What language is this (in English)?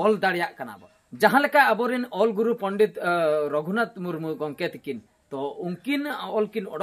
Santali